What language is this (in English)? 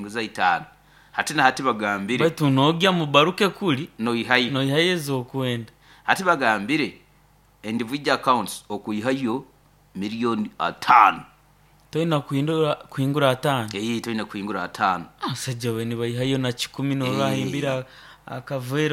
Nyoro